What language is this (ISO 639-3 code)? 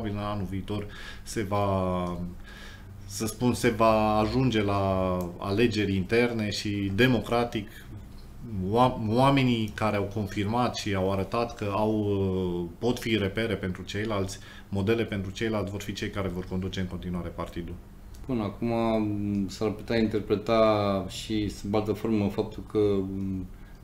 ron